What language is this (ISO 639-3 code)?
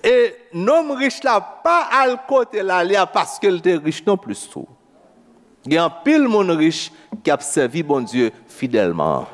hat